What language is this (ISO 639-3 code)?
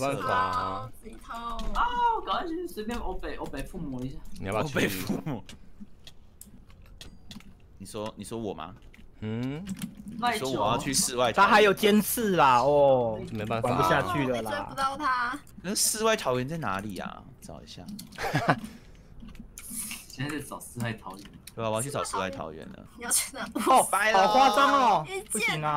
zho